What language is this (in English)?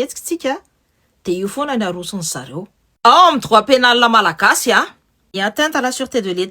Malagasy